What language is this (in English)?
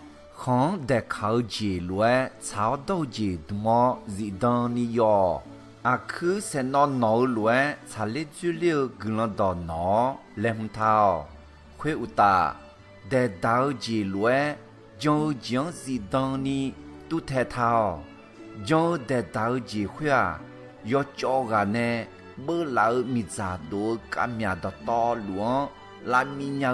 Akha